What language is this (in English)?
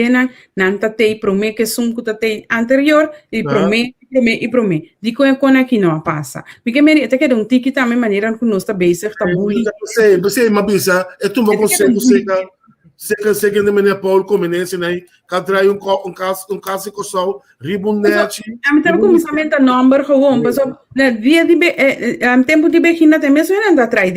Papiamento